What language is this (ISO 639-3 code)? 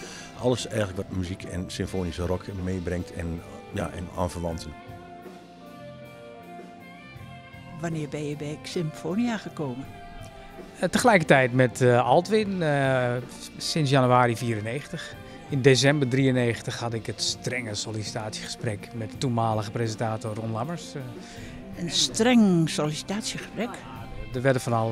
nld